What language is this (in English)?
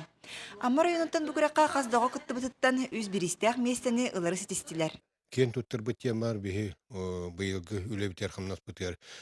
Yakut